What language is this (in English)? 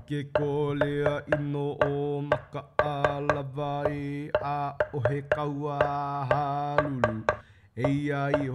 Hawaiian